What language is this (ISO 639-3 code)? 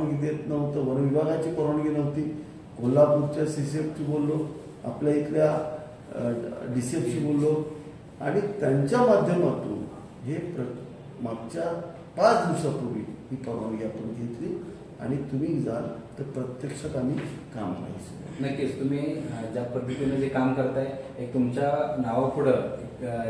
mar